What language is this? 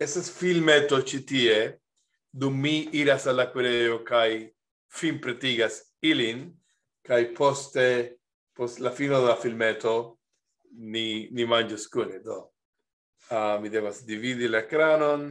Esperanto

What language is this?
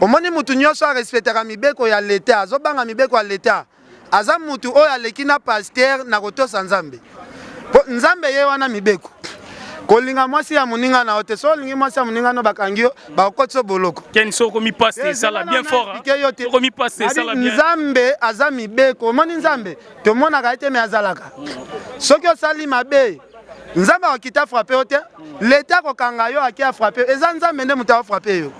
Lingala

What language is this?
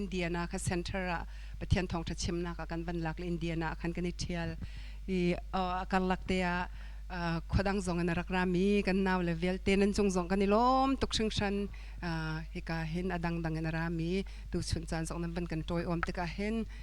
Hakha Chin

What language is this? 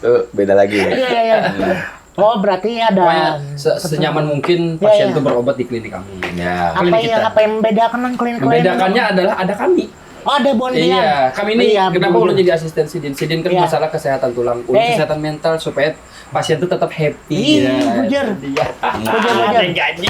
Banjar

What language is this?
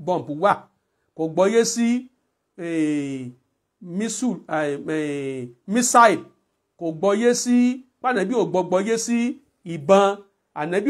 Yoruba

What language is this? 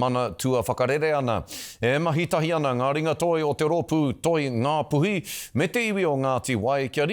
Māori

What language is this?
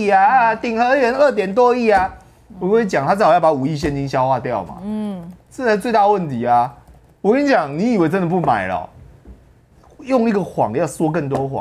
Chinese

